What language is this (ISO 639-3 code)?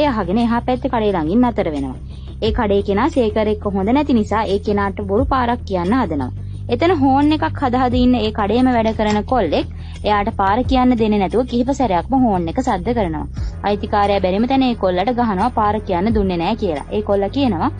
sin